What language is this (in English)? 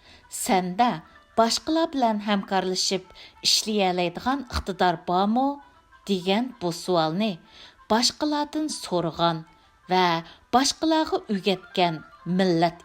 Uyghur